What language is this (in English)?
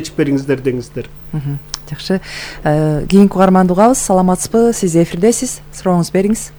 Kyrgyz